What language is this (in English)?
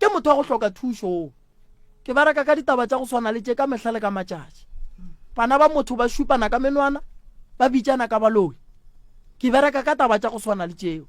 Northern Sotho